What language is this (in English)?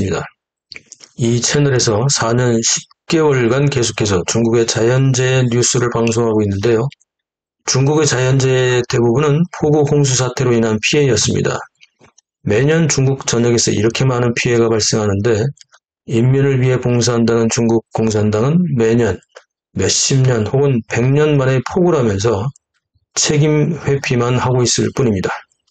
Korean